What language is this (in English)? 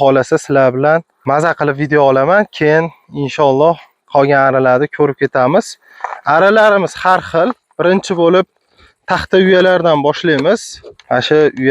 Uzbek